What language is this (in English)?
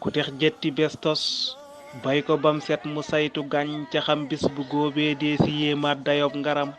Wolof